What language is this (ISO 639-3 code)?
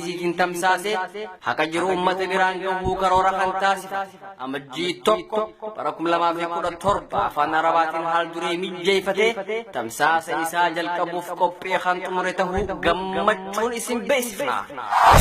orm